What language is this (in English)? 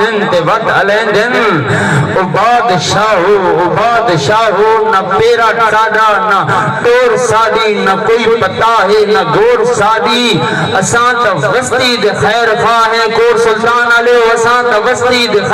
Saraiki